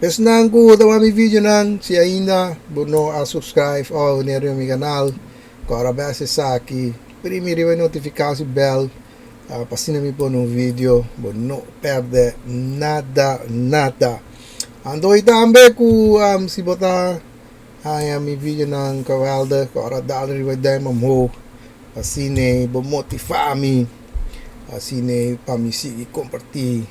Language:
Papiamento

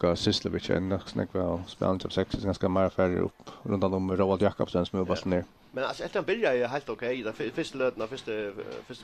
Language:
Faroese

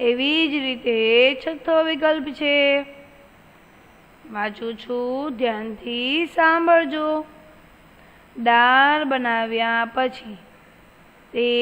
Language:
Gujarati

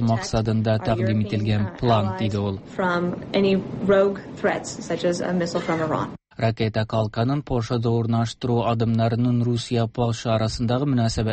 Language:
Tatar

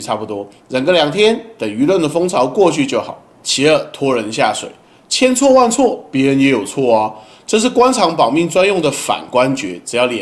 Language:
Chinese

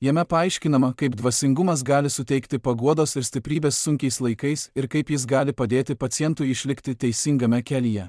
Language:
Lithuanian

